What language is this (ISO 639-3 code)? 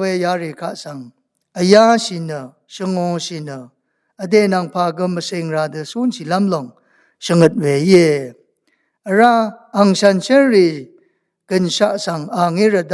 raw